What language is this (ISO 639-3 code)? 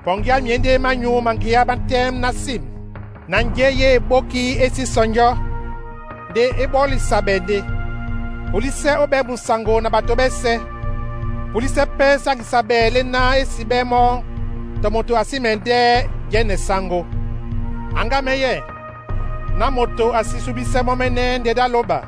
dua